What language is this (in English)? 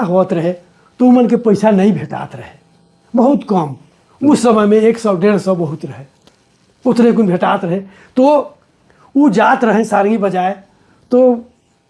Sadri